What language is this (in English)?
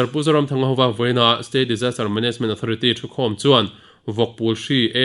Mizo